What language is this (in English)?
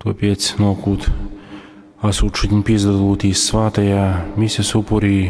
Latgalian